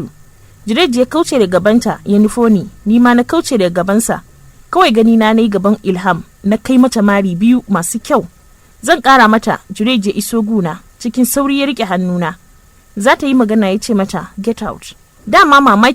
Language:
Hausa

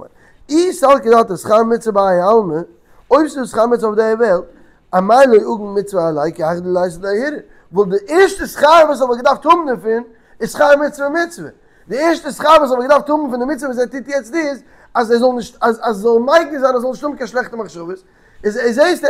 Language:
Yiddish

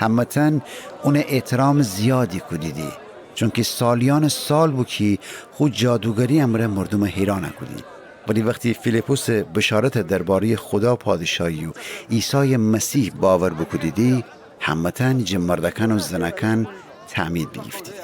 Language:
Gilaki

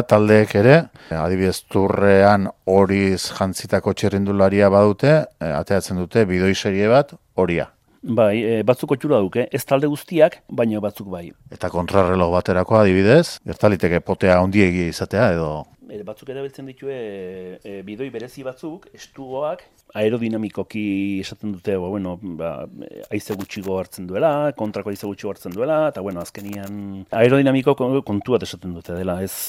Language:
Basque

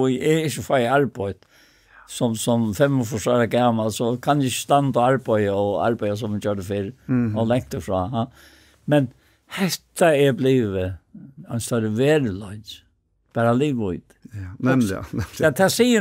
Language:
Faroese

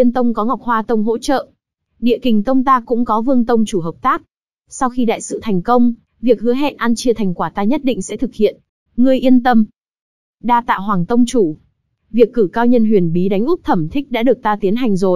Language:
Vietnamese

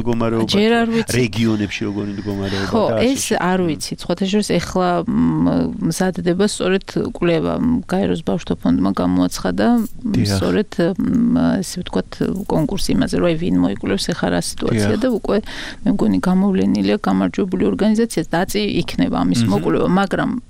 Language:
Georgian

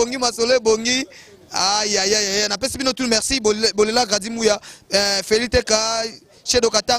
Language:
Lingala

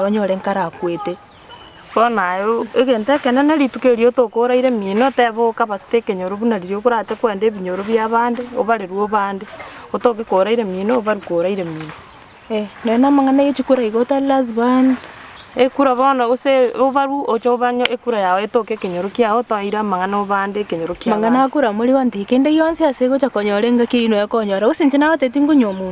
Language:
Gusii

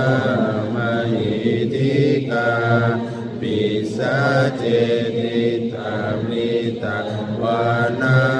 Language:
Pali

